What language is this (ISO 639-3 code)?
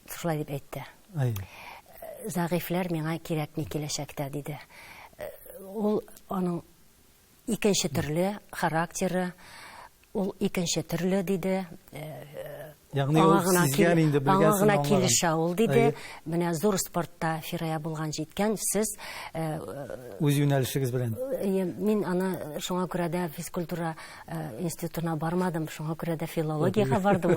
tat